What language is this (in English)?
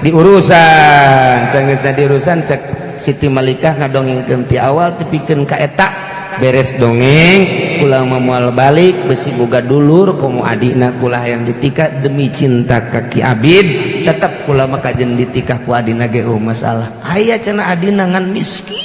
Sundanese